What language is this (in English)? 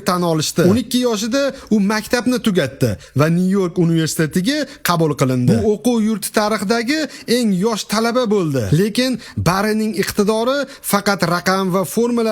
Uzbek